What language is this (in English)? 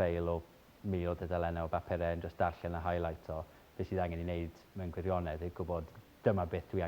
Welsh